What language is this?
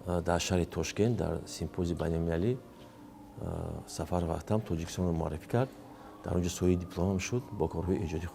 Tajik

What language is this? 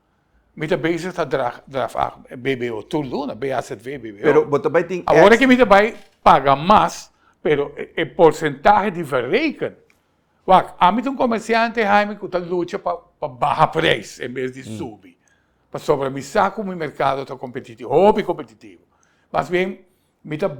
Papiamento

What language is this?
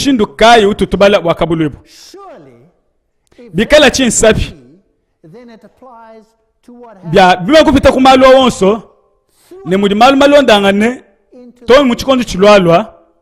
Luba-Lulua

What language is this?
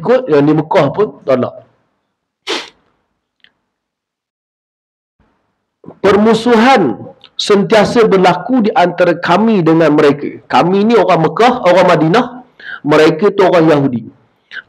Malay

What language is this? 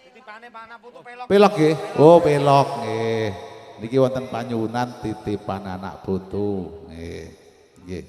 Javanese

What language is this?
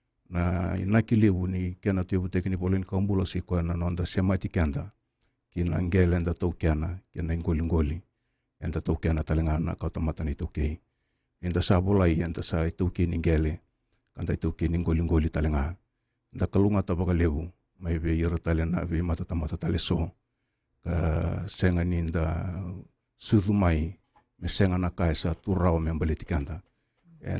Fijian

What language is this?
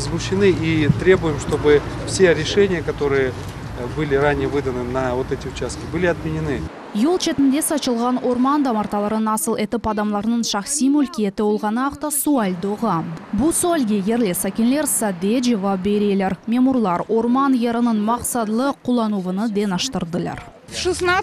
Crimean Tatar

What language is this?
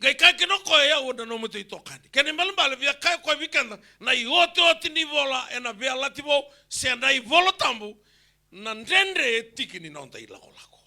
Fijian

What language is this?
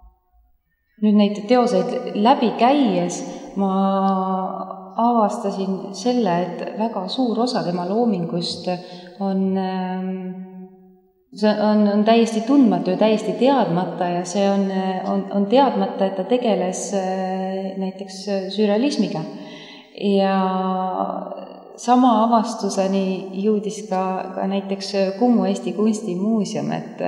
Estonian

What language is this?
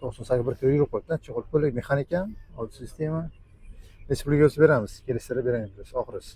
Uzbek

